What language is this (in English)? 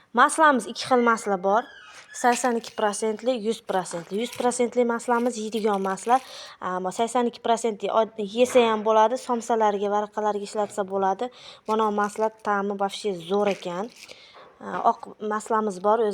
Uzbek